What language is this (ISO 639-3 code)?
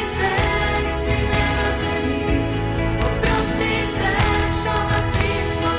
hrv